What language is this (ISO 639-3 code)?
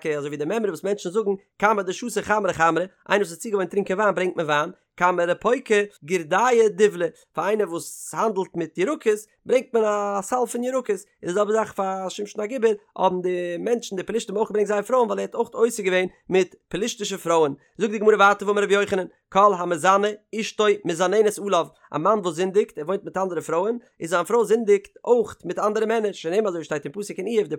yid